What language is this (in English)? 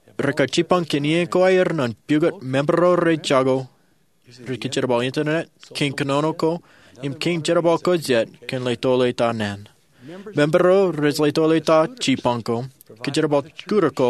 Marshallese